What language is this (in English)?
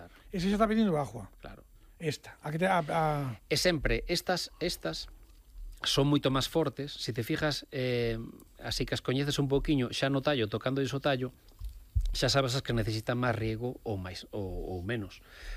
Galician